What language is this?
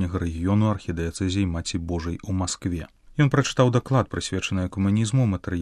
Belarusian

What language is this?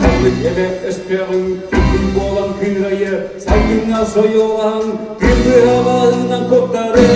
Yakut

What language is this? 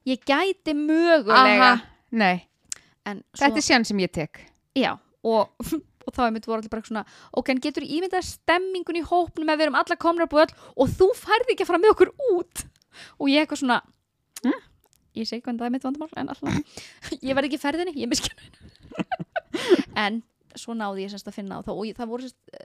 Icelandic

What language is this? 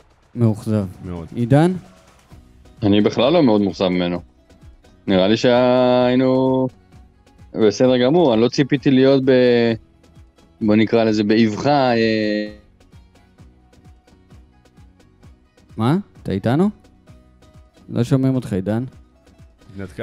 Hebrew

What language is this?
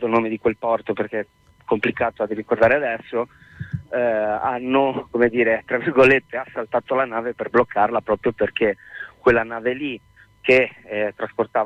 Italian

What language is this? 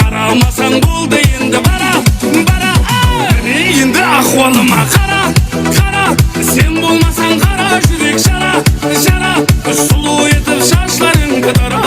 Kara-Kalpak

